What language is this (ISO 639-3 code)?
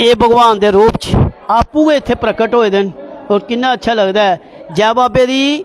doi